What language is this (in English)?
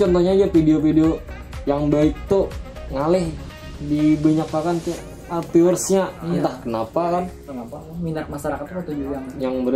Banjar